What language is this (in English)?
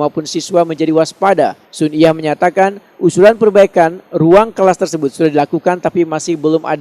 Banjar